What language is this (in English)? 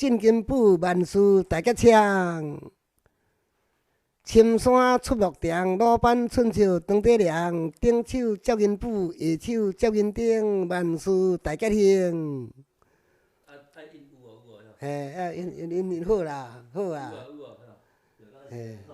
Min Nan Chinese